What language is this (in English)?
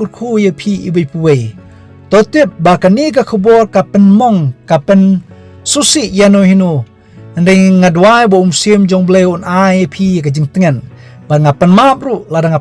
Khasi